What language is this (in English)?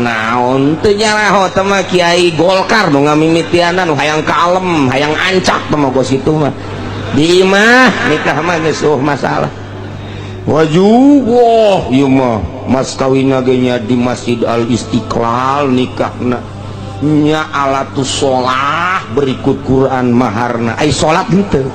Sundanese